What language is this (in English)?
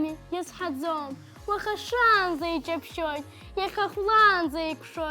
Abkhazian